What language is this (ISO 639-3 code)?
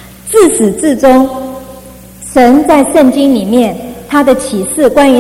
zho